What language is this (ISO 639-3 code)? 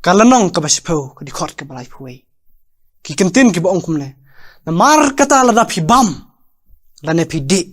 kha